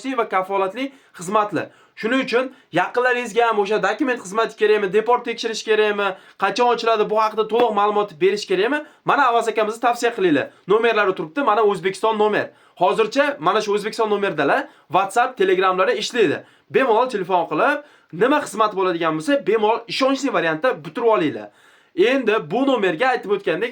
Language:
Uzbek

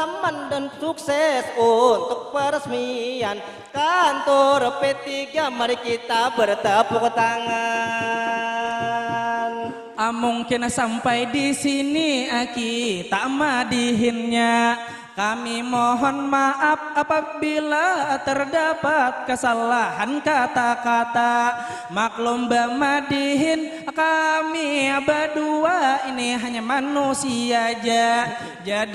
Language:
Banjar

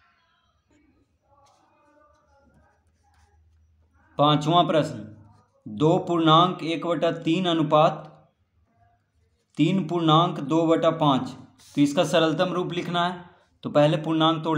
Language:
Hindi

